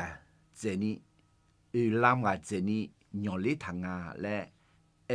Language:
Akha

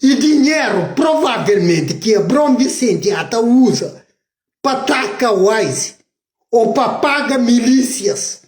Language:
Kabuverdianu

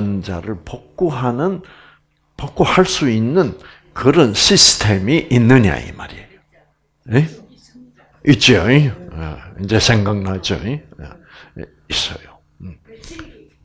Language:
Korean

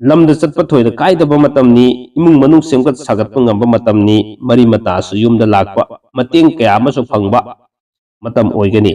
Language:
Manipuri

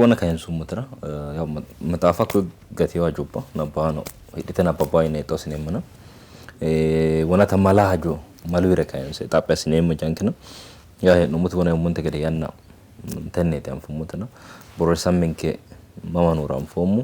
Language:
Sidamo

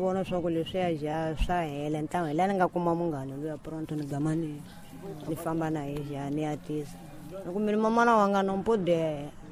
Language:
Tsonga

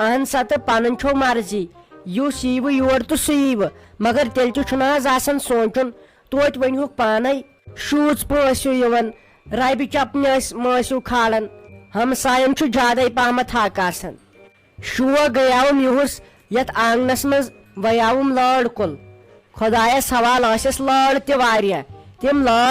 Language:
Kashmiri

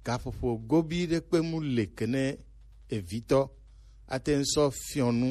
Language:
Gen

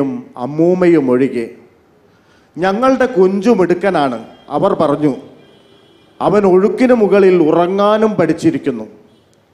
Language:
Malayalam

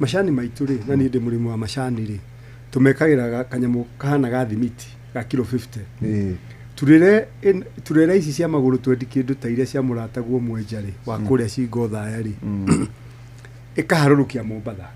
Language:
Kikuyu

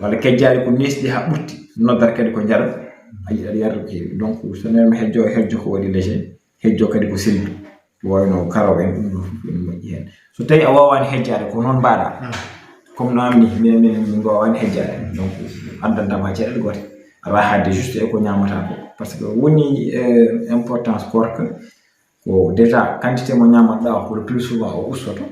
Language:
Fula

